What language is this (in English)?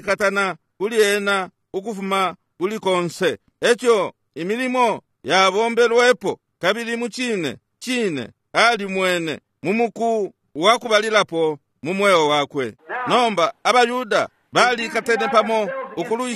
Bemba